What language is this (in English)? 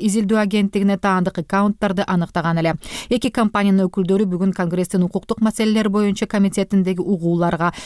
Kyrgyz